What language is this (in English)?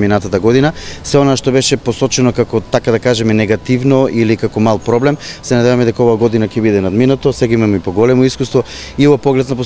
Macedonian